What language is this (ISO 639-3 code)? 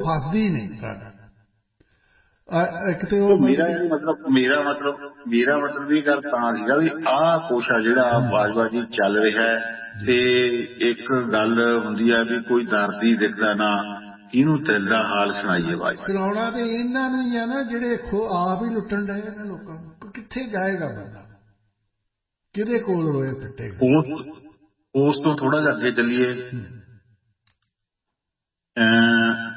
pan